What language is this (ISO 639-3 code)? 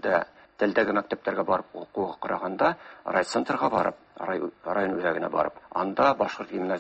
tat